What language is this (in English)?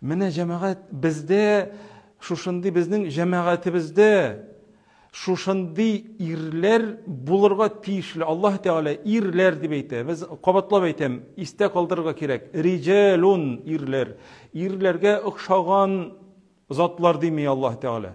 Tatar